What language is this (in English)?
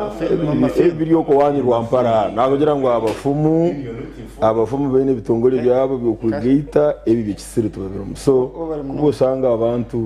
Nyankole